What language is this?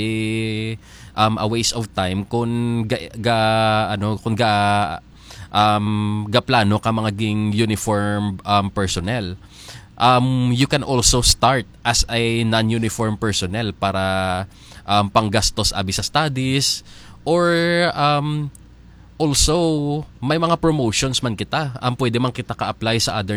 Hiligaynon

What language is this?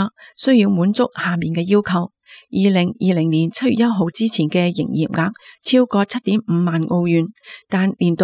Cantonese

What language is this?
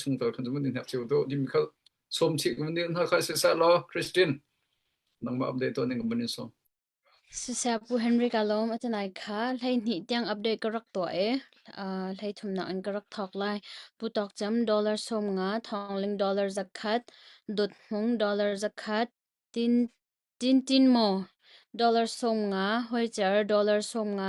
Hakha Chin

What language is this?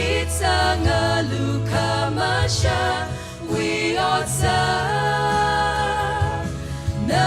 Tangkhul Naga (India)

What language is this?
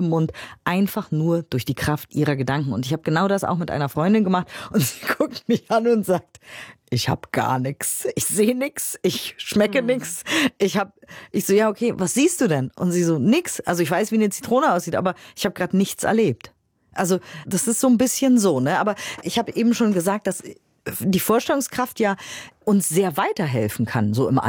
German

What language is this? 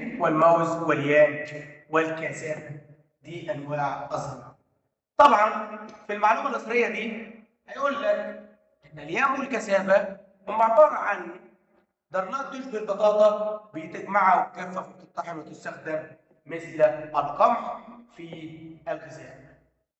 Egyptian Arabic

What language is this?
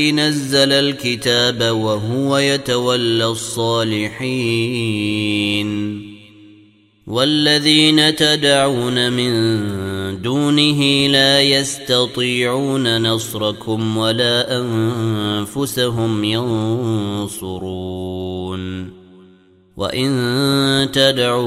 Arabic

